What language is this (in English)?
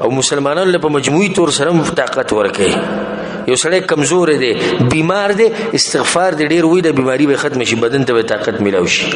Pashto